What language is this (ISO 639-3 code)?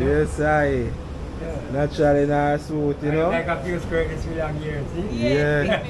jam